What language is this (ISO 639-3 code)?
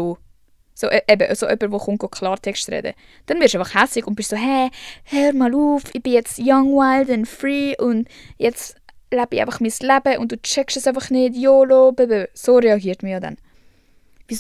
gsw